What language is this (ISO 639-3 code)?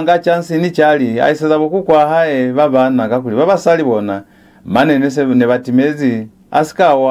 loz